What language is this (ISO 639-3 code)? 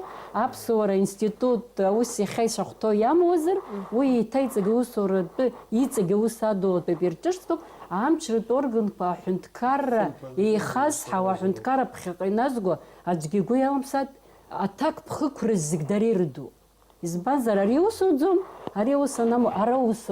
abk